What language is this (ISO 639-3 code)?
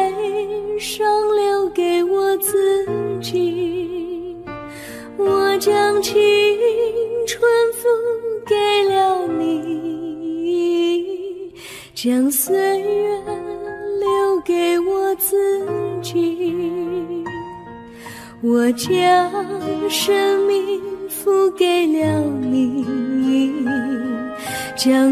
zho